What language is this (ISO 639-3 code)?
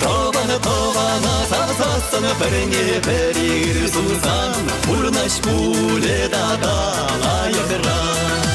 chv